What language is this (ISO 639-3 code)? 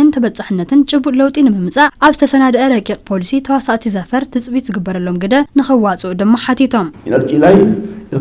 tir